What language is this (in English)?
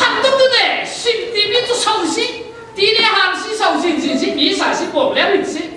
Falam Chin